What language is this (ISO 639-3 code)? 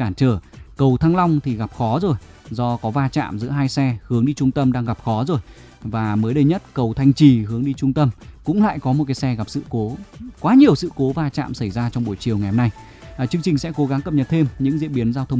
vie